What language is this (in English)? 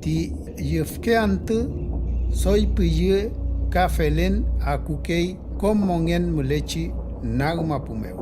Mapuche